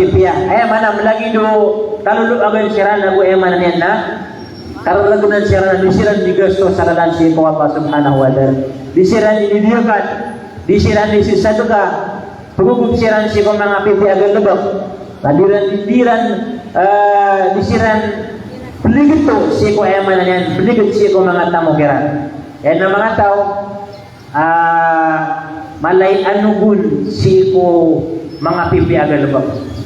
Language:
Maranao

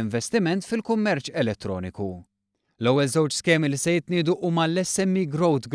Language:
Maltese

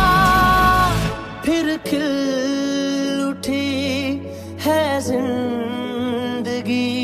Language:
Hindi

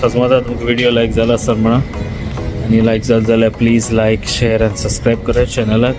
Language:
Konkani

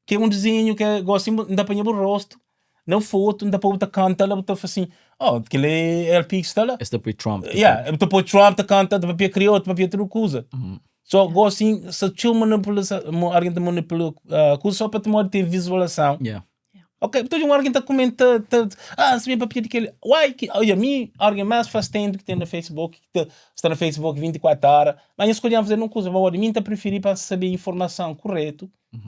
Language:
Kabuverdianu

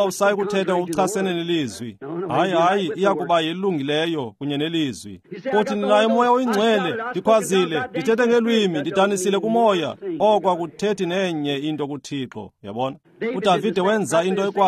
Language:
Xhosa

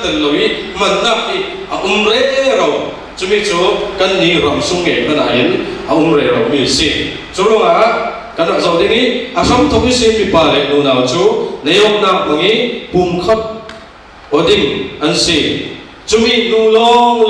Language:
Falam Chin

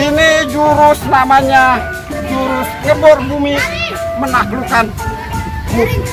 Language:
Betawi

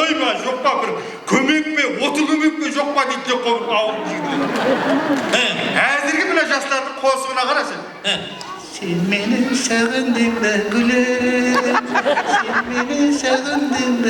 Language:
Kara-Kalpak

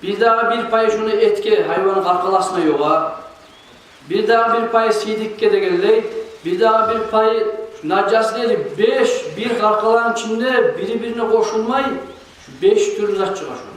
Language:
Kumyk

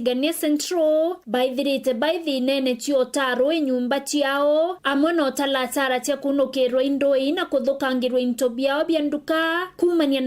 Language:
Meru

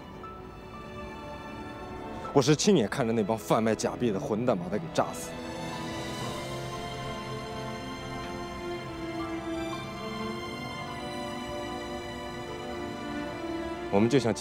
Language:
Chinese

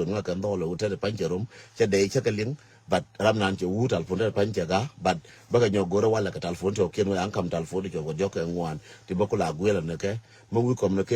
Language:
Nuer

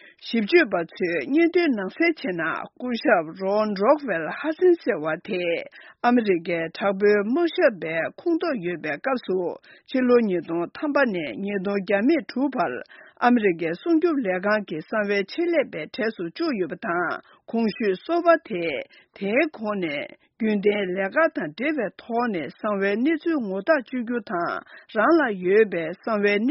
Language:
Tibetan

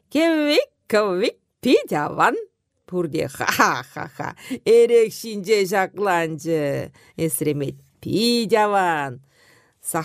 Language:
Chuvash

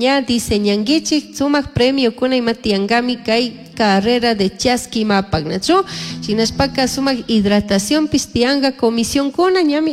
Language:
Chimborazo Highland Quichua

